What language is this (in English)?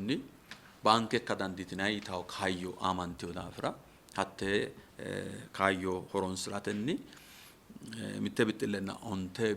Sidamo